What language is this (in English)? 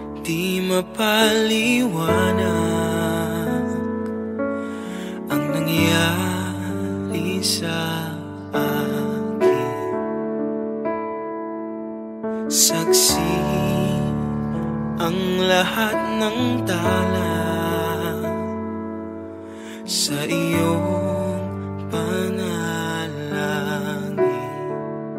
Filipino